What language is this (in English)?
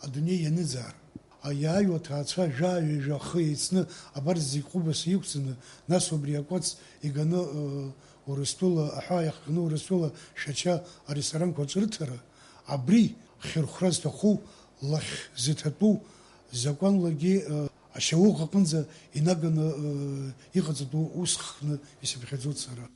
Abkhazian